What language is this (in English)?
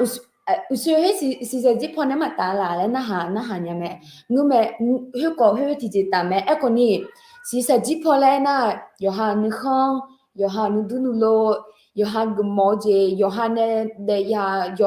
Akha